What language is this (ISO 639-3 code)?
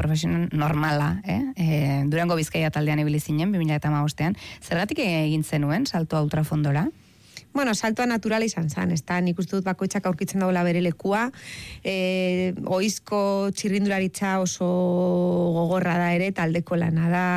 eus